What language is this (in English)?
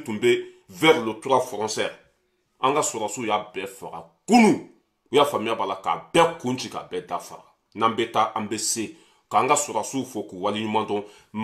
Bambara